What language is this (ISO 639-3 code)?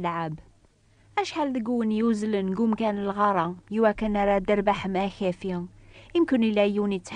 kab